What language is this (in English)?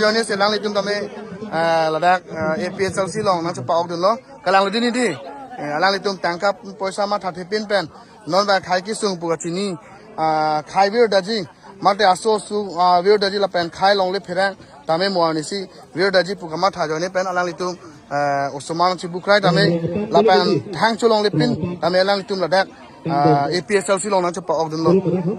Karbi